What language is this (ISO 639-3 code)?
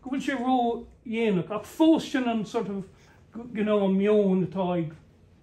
gle